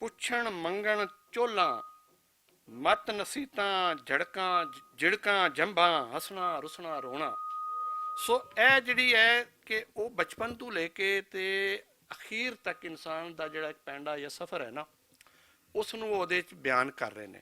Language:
Western Panjabi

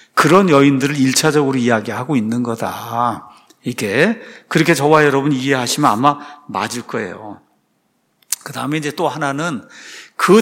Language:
Korean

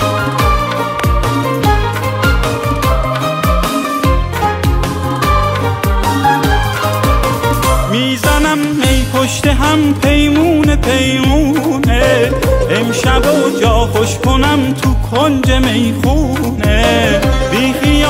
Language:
Persian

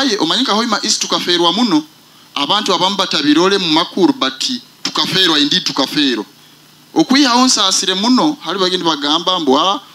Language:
Nyoro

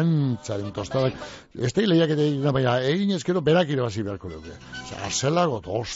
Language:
Basque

